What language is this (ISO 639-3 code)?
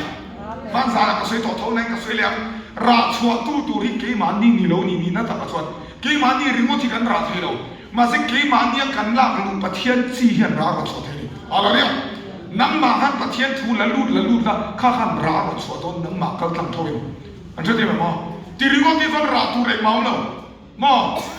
lus